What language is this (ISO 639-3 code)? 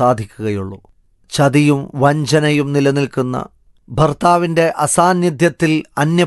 mal